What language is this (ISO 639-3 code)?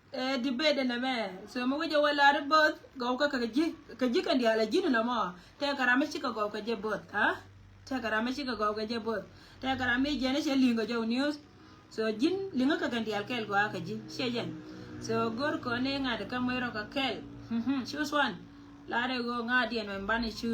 nus